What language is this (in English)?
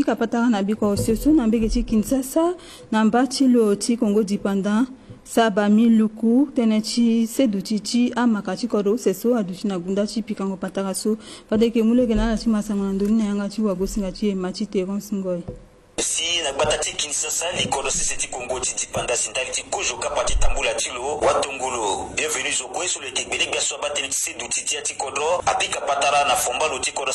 Sango